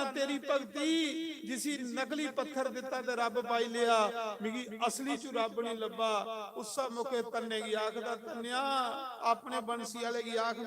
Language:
Dogri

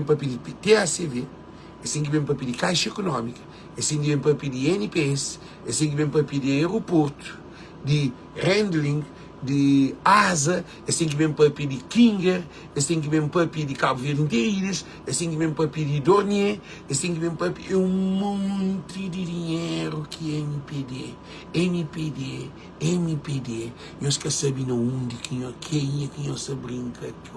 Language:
Kabuverdianu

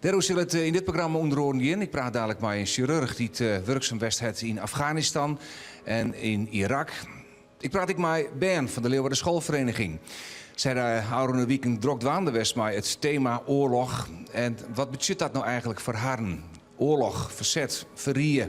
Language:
Western Frisian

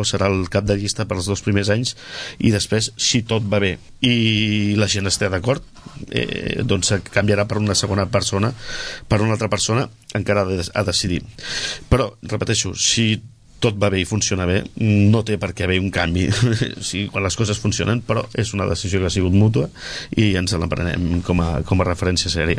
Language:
Catalan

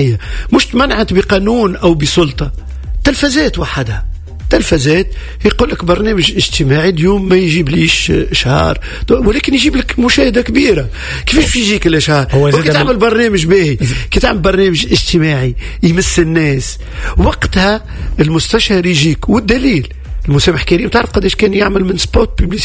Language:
Tunisian Arabic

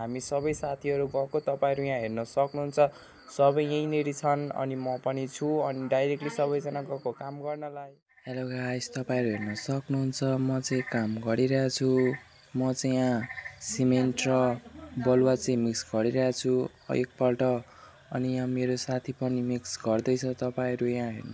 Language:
Nepali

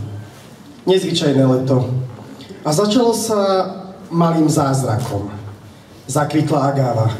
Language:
Slovak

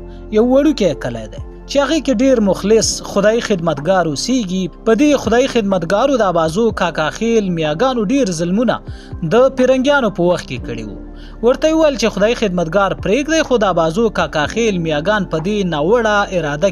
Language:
Pashto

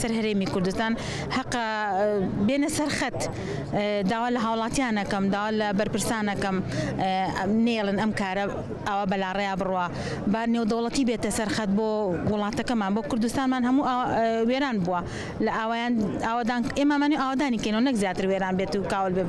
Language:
Central Kurdish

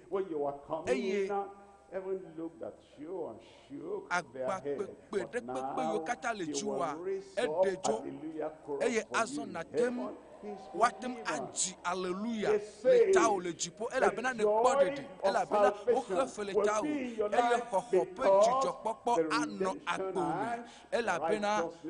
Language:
Ewe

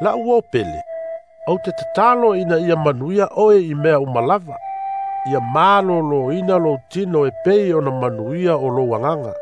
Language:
Samoan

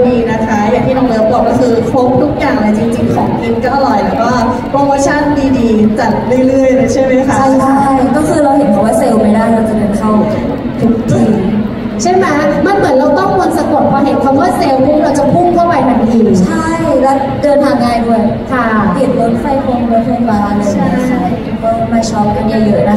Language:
Thai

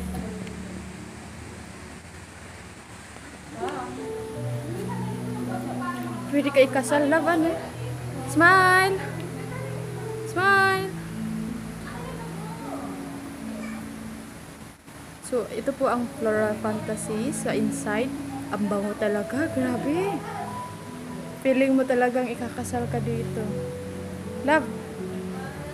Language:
Filipino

